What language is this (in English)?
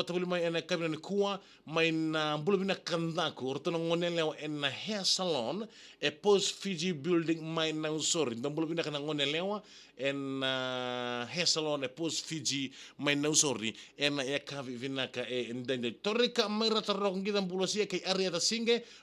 Fijian